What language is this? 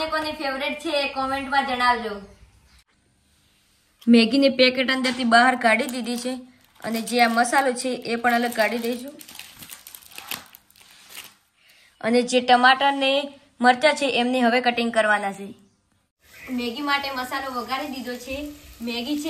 Gujarati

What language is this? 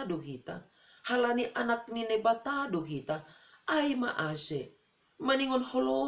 Batak Simalungun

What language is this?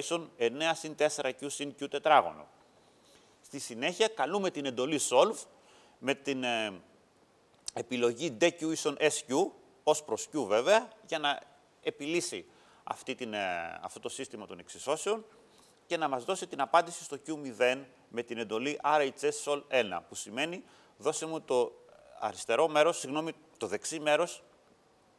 Greek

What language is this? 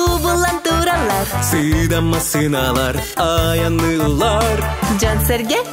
Yakut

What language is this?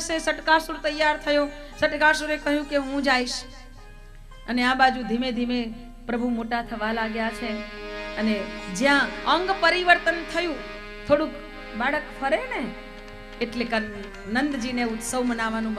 Gujarati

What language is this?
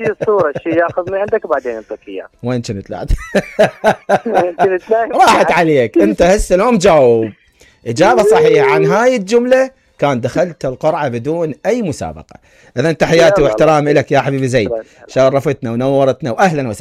Mesopotamian Arabic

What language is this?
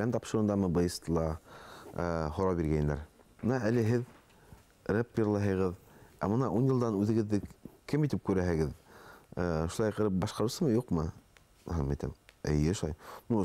Bashkir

